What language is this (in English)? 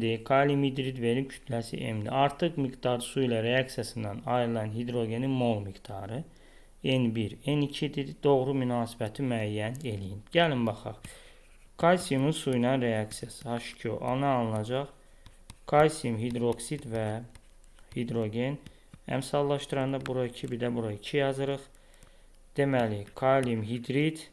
Azerbaijani